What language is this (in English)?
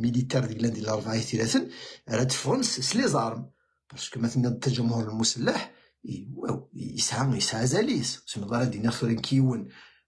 Kabyle